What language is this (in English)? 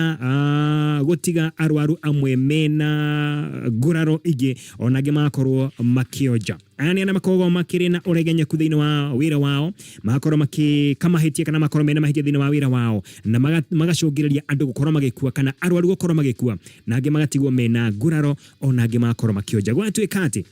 Kikuyu